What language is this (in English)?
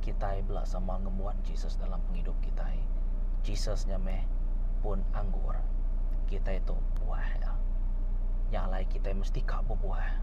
Iban